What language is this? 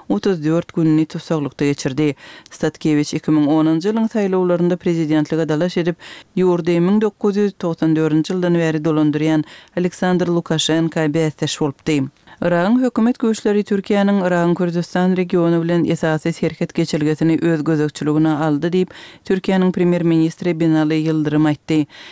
Kyrgyz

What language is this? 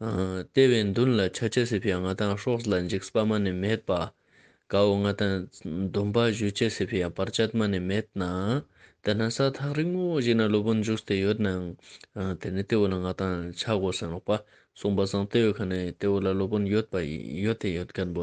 Ladakhi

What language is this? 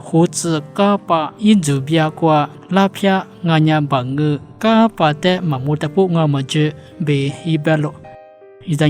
Lisu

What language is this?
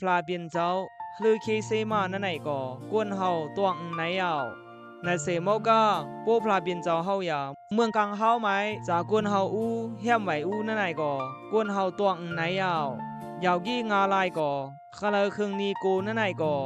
Khamti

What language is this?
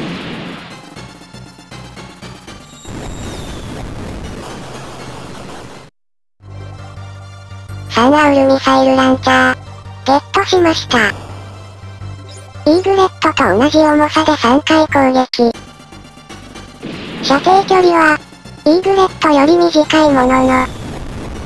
Japanese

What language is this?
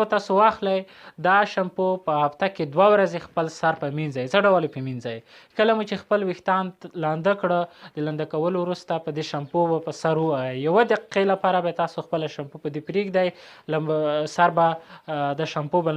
Pashto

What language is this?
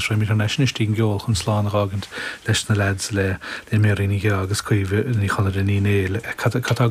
Irish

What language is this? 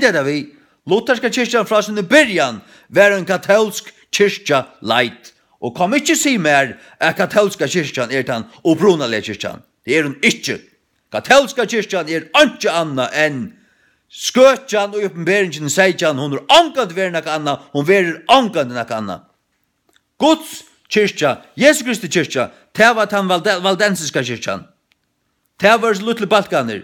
Faroese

